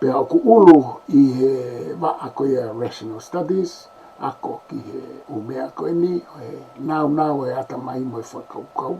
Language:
Tongan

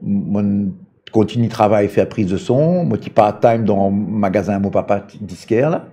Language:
Morisyen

